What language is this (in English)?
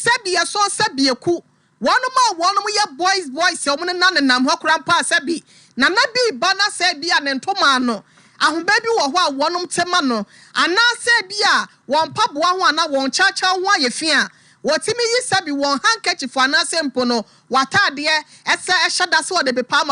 Akan